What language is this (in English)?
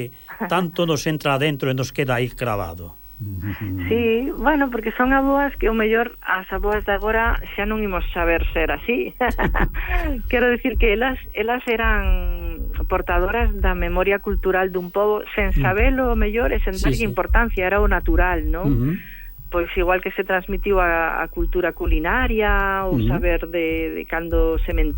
Galician